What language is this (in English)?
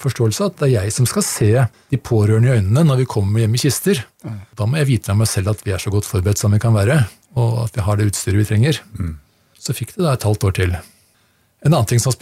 Norwegian